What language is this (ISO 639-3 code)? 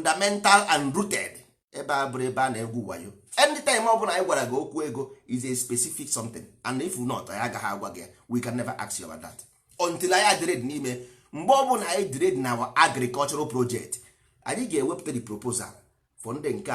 ibo